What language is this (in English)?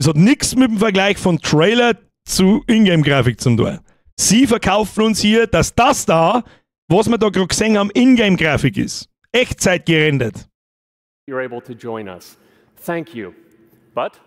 Bavarian